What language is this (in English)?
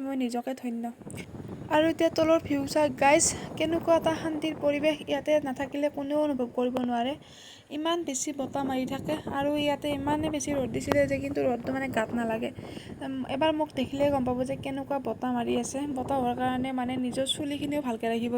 Assamese